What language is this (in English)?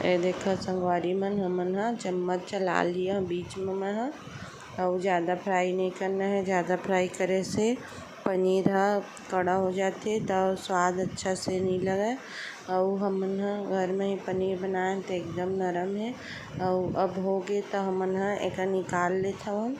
Chhattisgarhi